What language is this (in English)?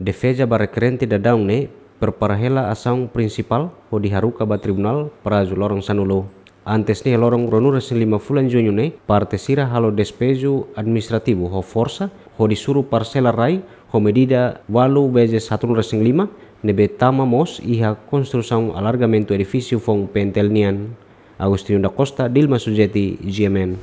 Tetum